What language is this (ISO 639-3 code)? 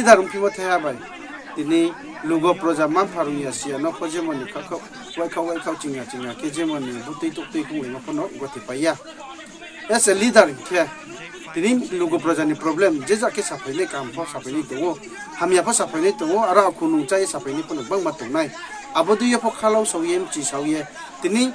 ria